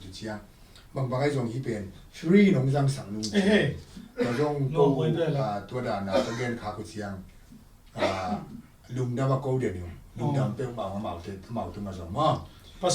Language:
Tedim Chin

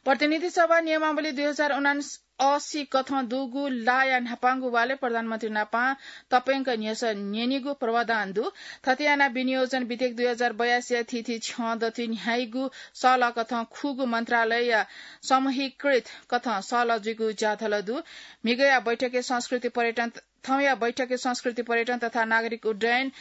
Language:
Newari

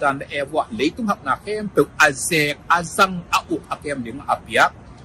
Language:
Tedim Chin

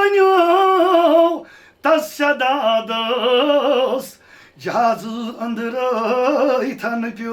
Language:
Kashmiri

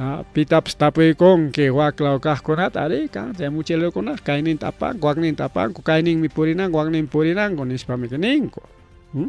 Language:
Ayacucho Quechua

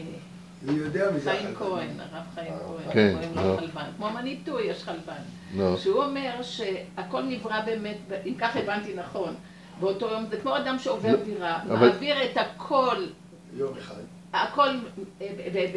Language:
Hebrew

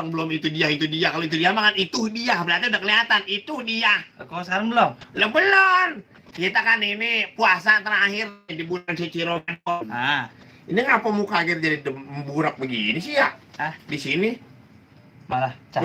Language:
Betawi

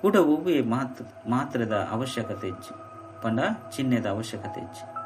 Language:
Tulu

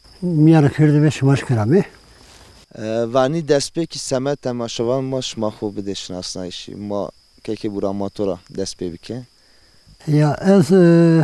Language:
Zaza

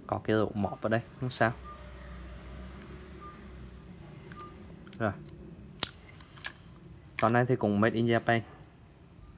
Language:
Vietnamese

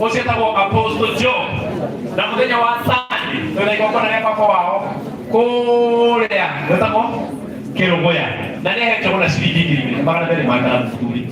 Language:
Kikuyu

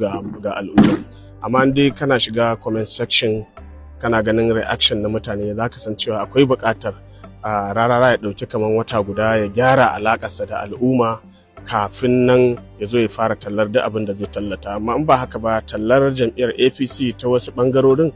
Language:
Hausa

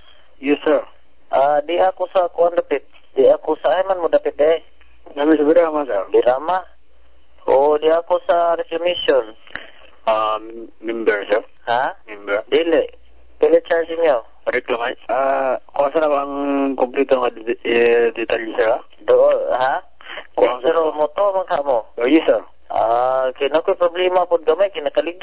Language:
Cebuano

